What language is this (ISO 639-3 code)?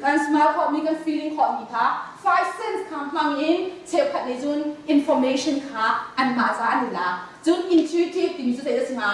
cnh